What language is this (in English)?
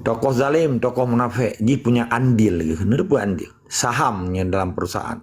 Achinese